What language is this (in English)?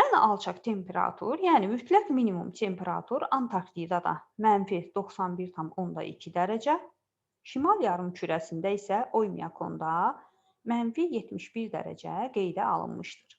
Azerbaijani